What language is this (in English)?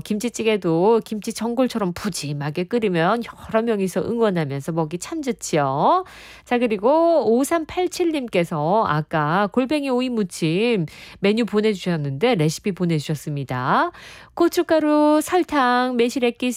Korean